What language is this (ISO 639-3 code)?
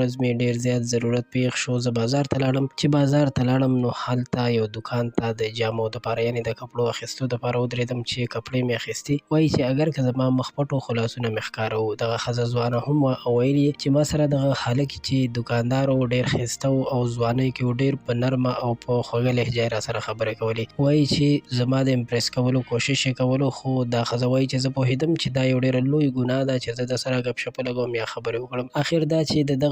pus